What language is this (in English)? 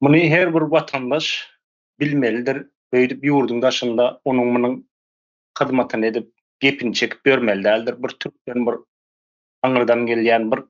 Turkmen